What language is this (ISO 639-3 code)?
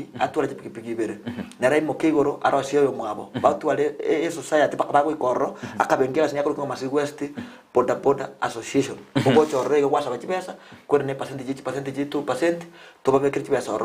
guz